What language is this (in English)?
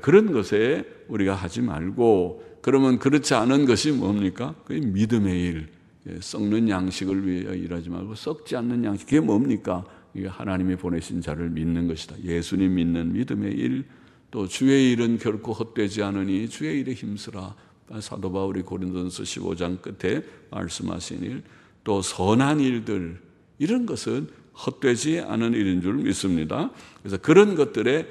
Korean